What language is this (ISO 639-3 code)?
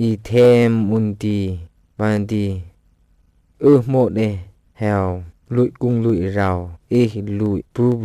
srp